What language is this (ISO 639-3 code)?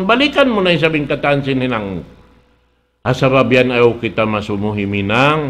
tsg